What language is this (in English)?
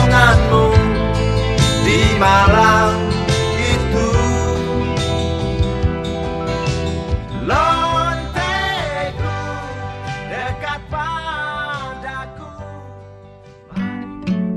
Indonesian